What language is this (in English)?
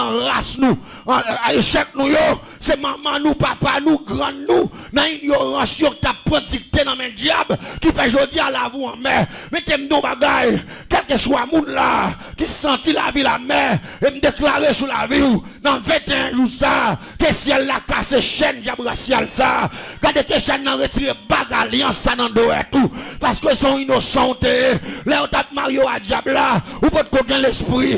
Haitian Creole